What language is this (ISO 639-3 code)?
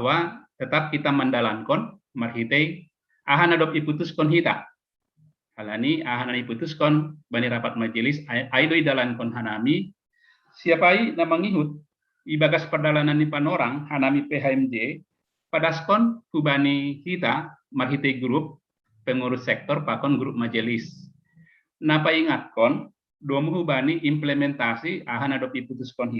bts